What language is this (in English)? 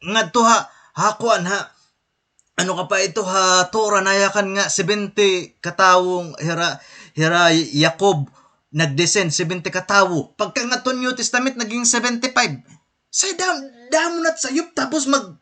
Waray